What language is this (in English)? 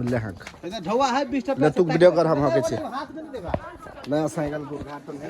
Maithili